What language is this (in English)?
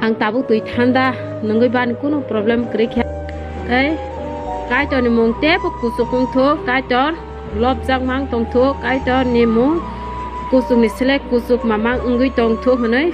Riang (India)